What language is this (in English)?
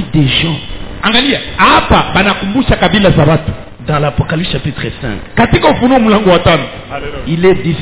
Swahili